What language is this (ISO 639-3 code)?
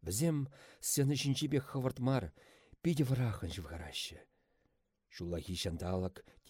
chv